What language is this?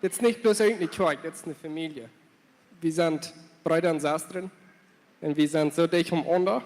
Plautdietsch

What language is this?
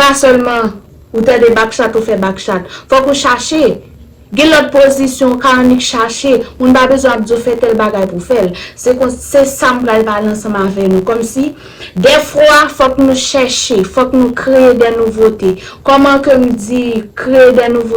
Haitian Creole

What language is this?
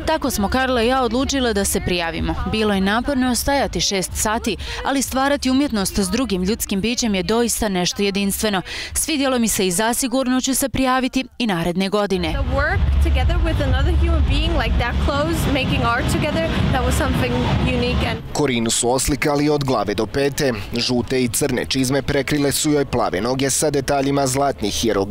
Bosnian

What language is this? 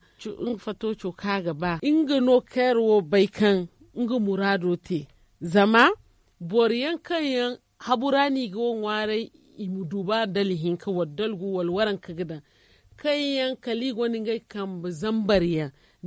Zarma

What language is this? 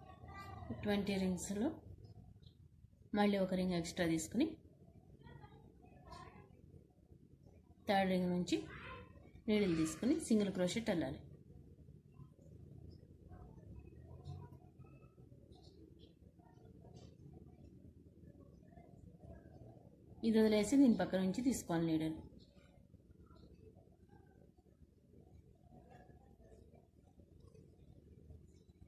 Telugu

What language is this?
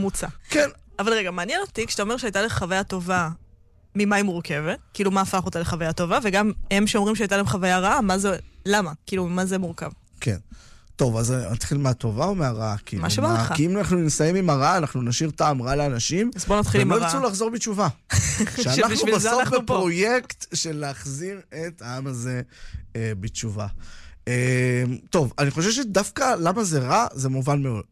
Hebrew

